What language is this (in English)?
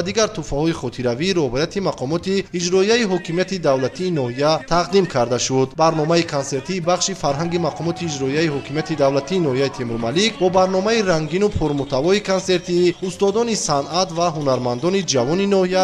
Tajik